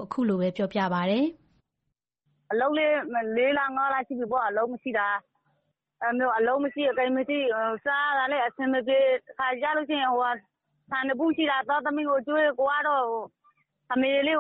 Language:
Burmese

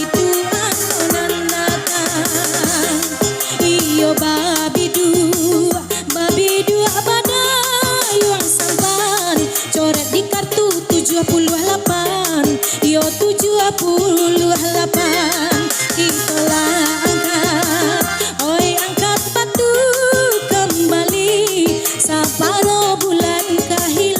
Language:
Minangkabau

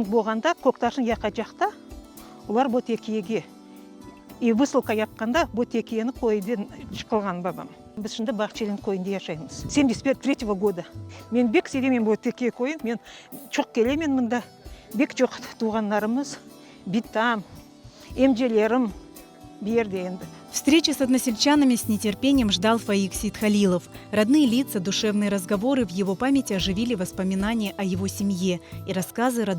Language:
Crimean Tatar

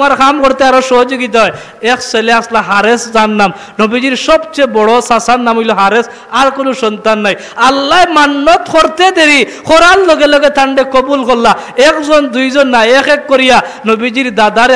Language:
Sylheti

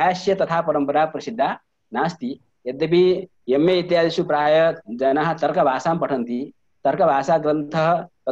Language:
Sanskrit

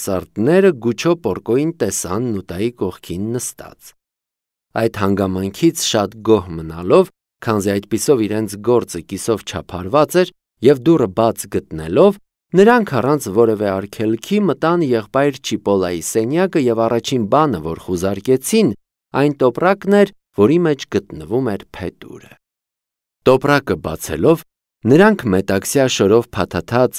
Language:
Armenian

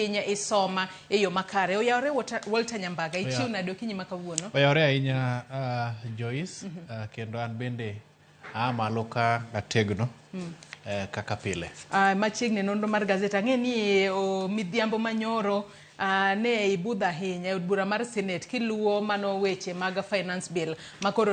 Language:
Luo (Kenya and Tanzania)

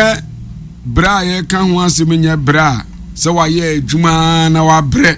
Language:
Akan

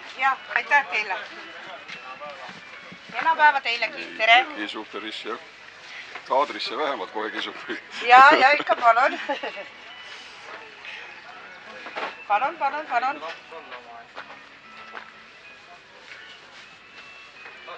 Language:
Estonian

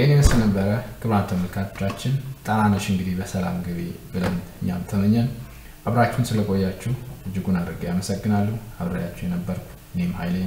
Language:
Amharic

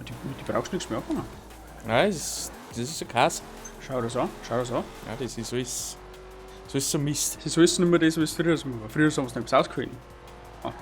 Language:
Bavarian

